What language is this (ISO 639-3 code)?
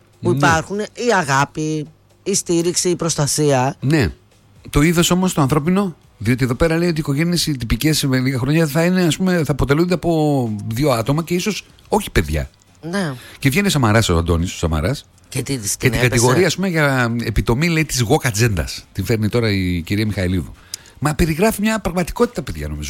ell